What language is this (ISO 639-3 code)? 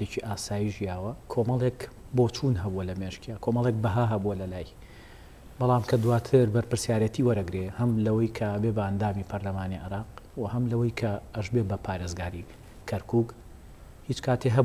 ckb